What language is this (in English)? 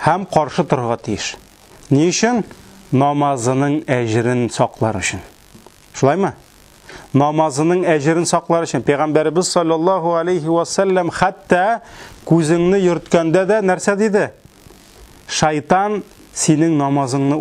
Tatar